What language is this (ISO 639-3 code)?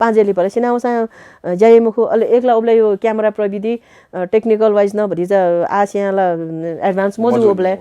new